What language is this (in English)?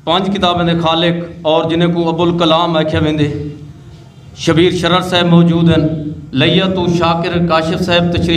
Saraiki